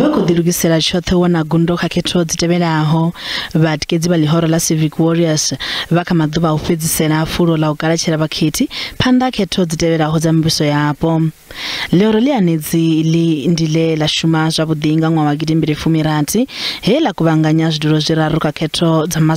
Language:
Venda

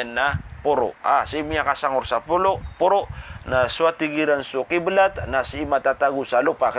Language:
Maranao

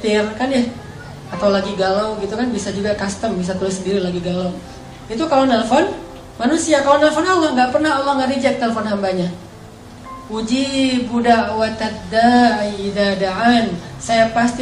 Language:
Indonesian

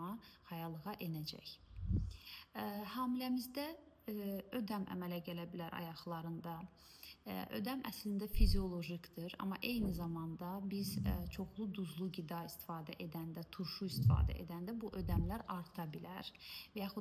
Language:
Azerbaijani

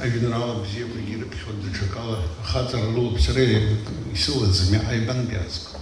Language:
Abkhazian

